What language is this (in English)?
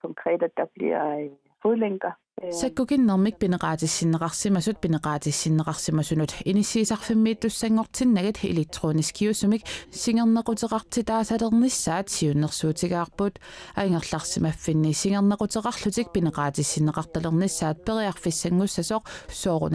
Kalaallisut